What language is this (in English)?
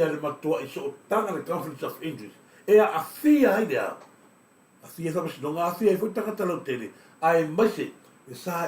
Samoan